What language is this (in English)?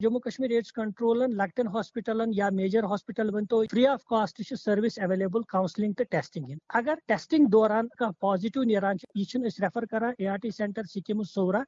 Kashmiri